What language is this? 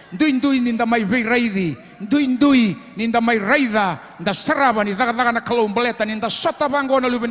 Fijian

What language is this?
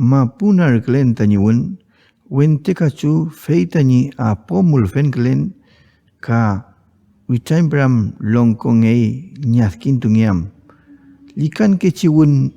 Mapuche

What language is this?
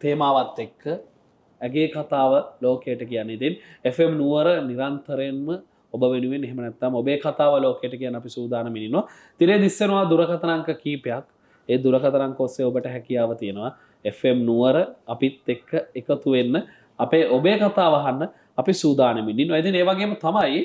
Sinhala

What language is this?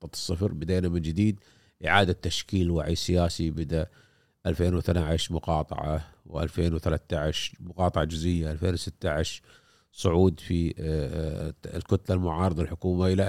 Gulf Arabic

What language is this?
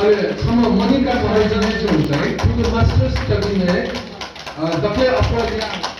Newari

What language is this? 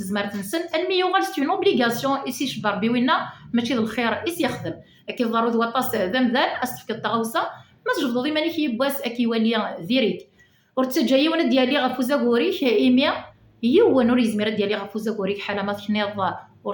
Kabyle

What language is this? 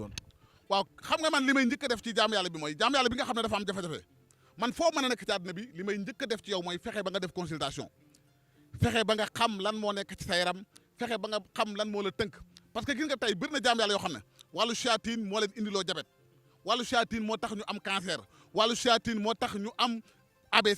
Wolof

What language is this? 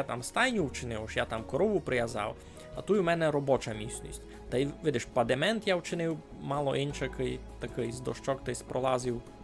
Rusyn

